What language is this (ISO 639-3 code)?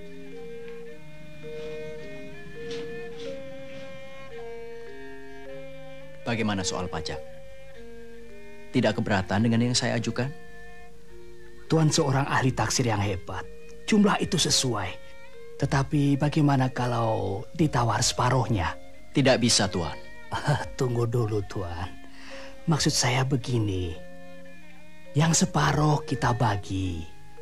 ind